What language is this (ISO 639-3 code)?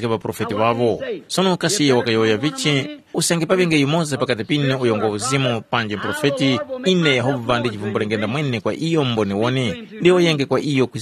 tum